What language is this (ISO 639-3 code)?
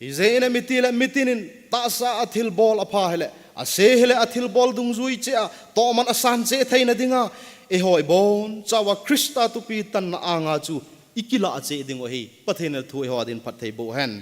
tcz